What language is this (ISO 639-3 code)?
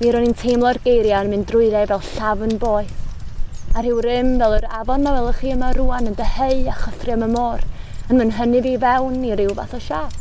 cym